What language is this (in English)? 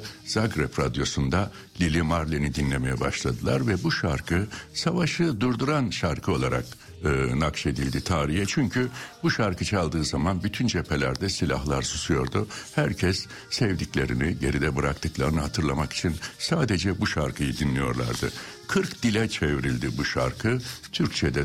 Turkish